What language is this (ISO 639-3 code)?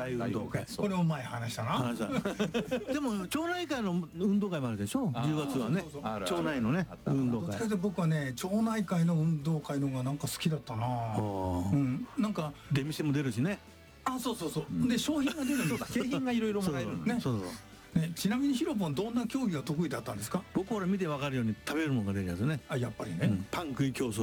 jpn